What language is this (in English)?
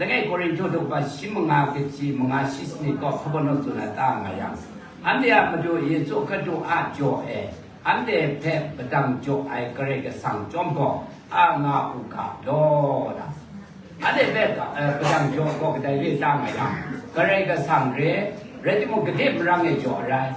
Kachin